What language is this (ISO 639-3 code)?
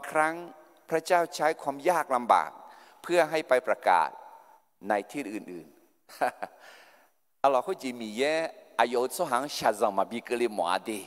ahk